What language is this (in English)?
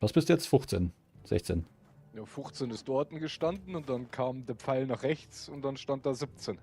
Bavarian